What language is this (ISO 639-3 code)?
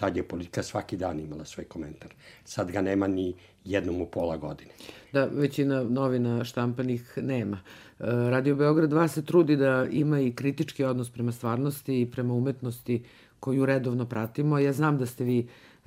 srp